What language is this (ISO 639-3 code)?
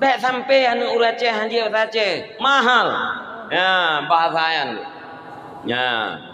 ace